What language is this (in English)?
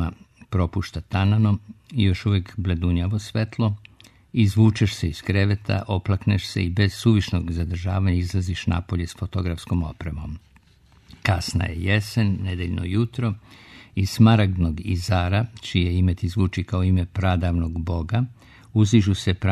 Serbian